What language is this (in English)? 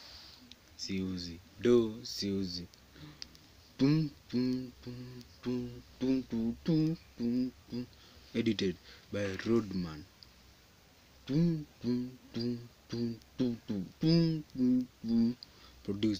Swahili